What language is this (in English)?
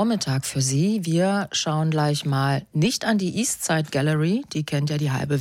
German